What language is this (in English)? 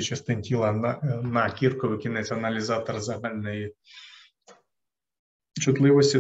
Ukrainian